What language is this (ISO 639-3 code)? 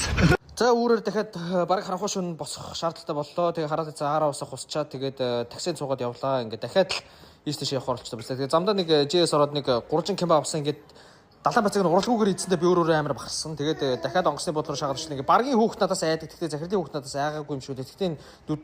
mon